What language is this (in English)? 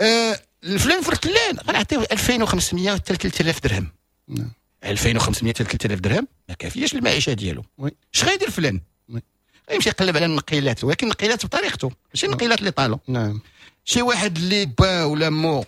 Moroccan Arabic